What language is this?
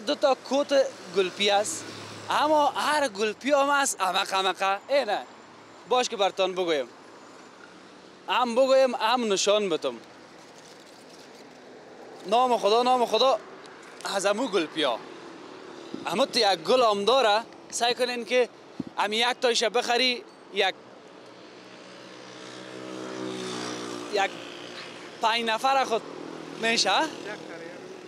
Persian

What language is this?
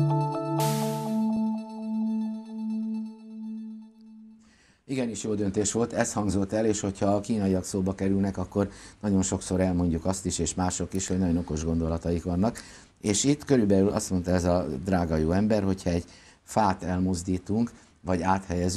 Hungarian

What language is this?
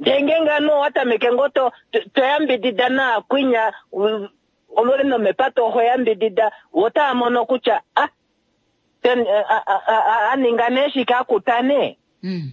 Kuanyama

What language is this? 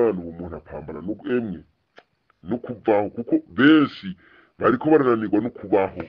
Rundi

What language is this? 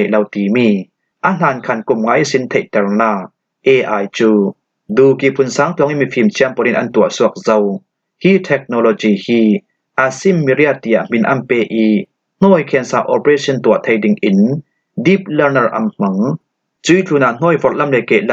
Falam Chin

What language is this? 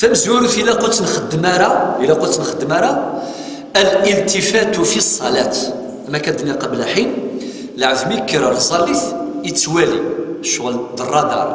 Kabyle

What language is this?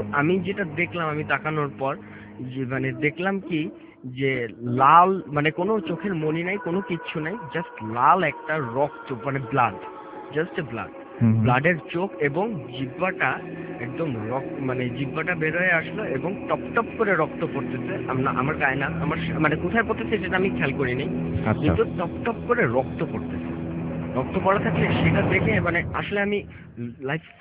Bangla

